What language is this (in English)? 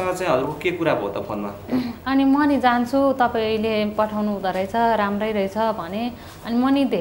Nepali